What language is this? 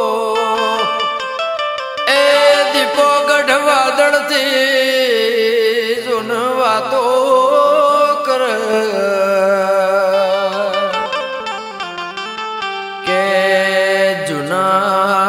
Gujarati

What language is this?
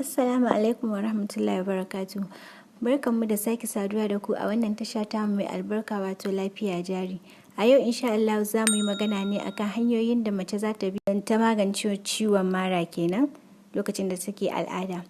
Hausa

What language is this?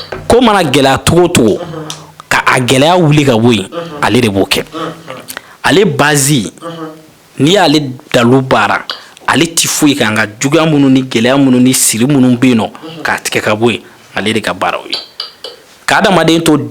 Bambara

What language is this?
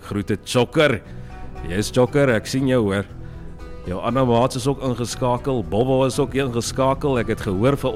Afrikaans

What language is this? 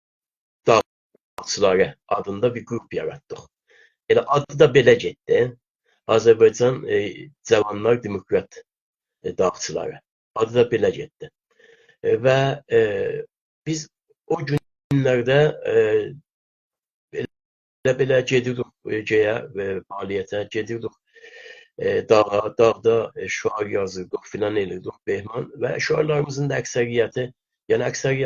South Azerbaijani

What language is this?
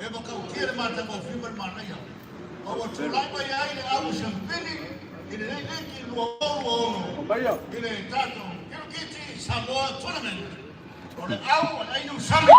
Samoan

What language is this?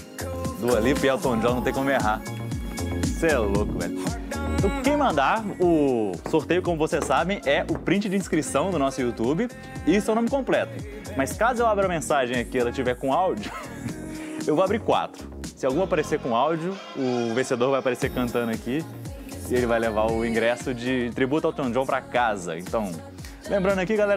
Portuguese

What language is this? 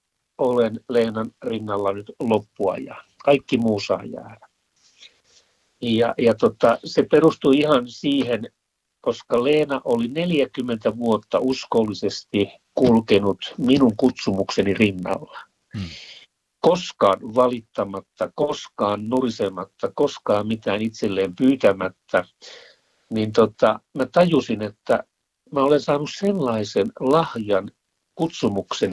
Finnish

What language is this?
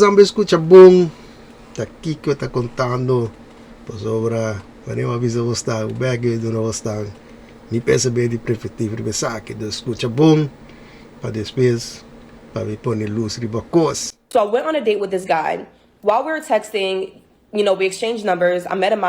Papiamento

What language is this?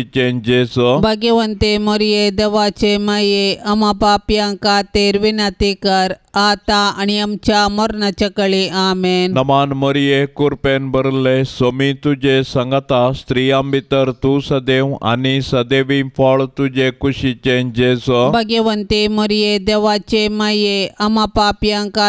Konkani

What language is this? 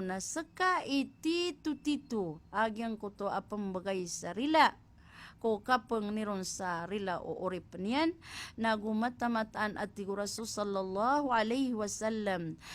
Maranao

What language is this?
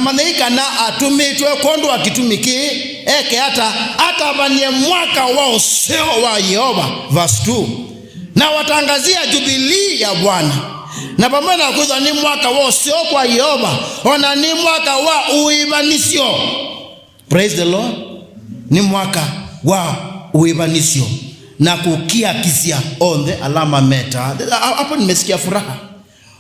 Kamba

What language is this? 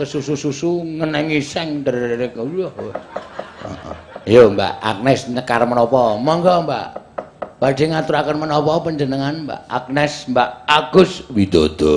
Javanese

